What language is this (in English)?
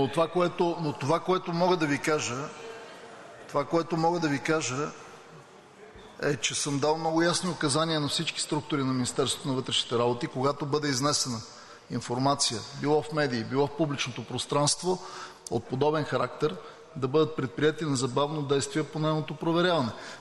Bulgarian